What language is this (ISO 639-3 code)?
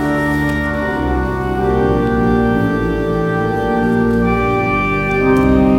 est